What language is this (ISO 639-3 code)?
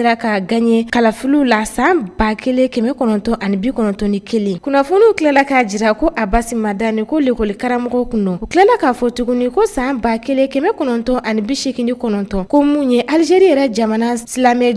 bam